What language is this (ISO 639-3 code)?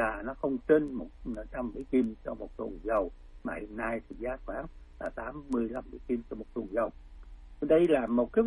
vie